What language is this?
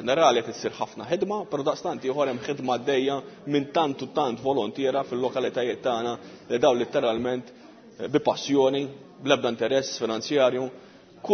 Maltese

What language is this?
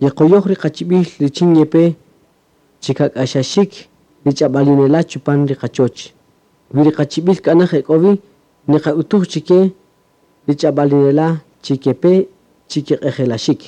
Kaqchikel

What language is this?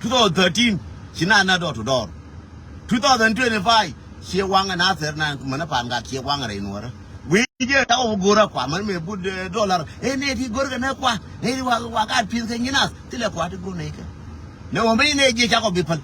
Nuer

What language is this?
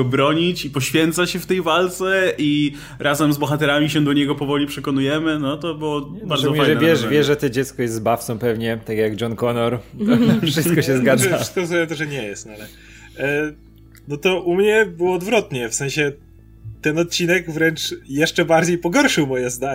Polish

